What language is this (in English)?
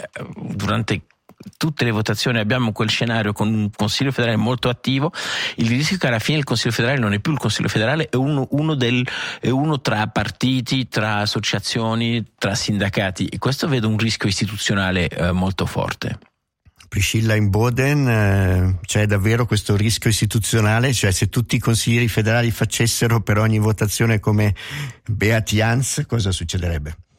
Italian